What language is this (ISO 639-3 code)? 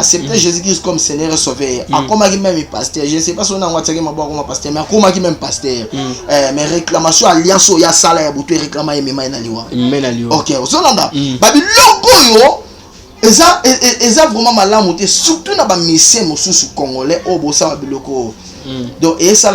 lin